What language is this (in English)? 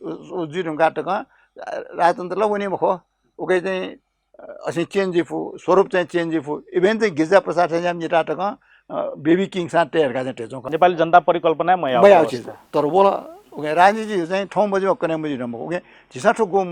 Newari